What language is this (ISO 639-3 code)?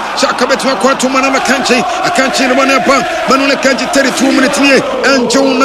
aka